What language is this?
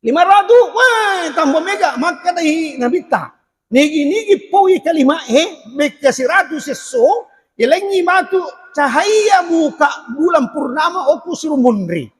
Buginese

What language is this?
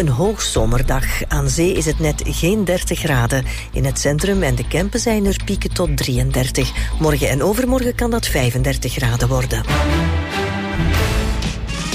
Dutch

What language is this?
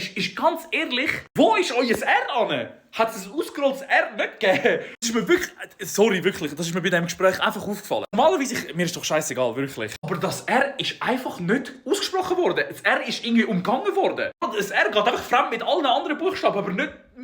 Swiss German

